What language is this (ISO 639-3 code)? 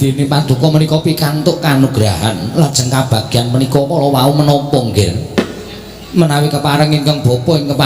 jav